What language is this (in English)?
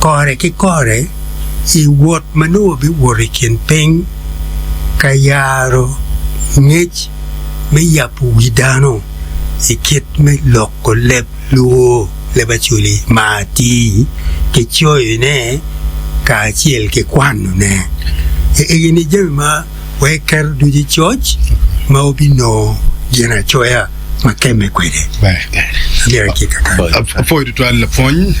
Acoli